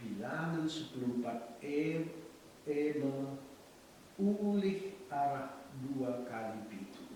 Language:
Batak Karo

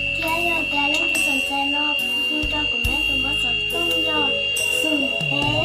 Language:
Hmong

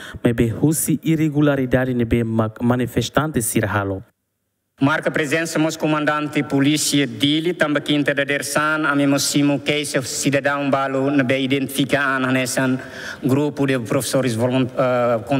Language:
Tetum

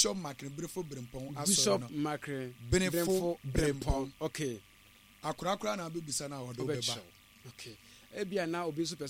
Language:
Akan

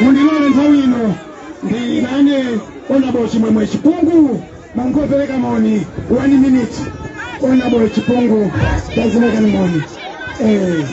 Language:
Nyanja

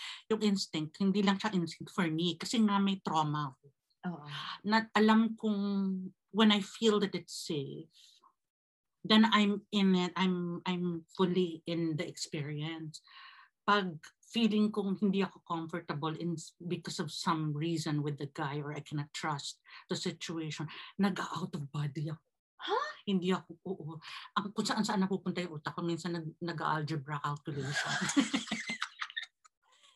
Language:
Filipino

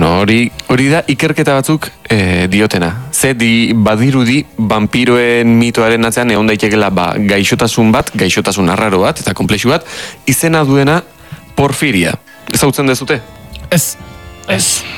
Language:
Basque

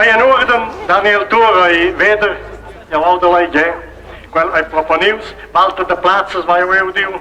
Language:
Romansh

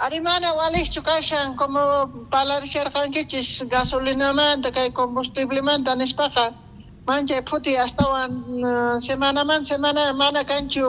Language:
South Bolivian Quechua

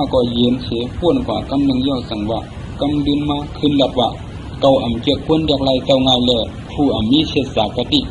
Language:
Shan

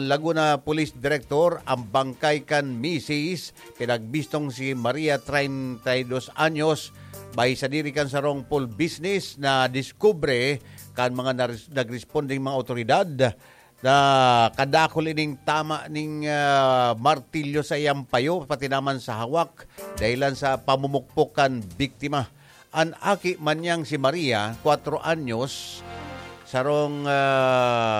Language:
Bikol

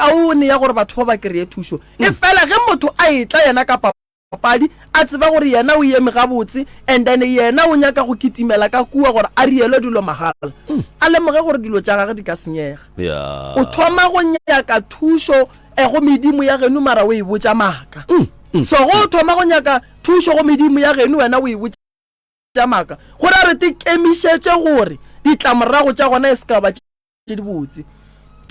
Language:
Northern Sotho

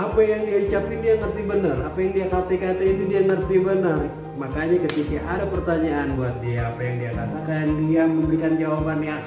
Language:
Betawi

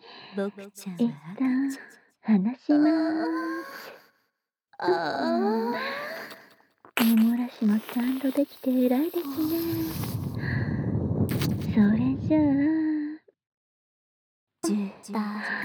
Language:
Japanese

